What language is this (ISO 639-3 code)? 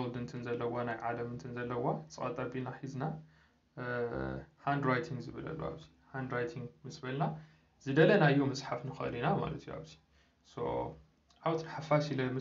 tir